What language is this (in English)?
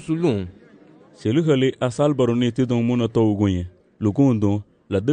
Garifuna